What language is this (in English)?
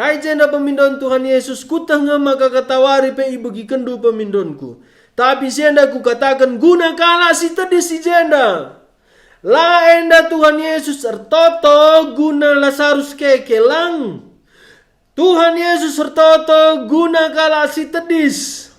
Batak Karo